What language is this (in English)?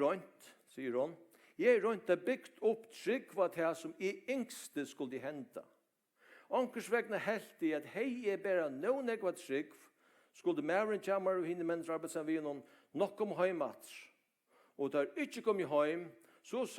Faroese